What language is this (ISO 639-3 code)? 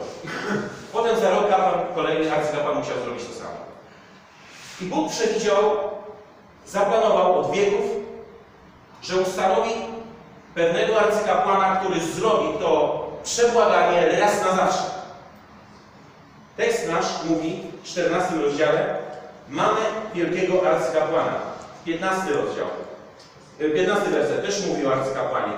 pol